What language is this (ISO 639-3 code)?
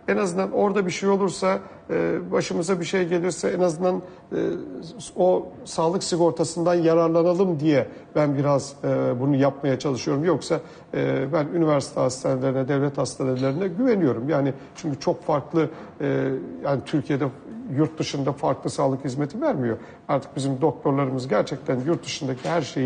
tur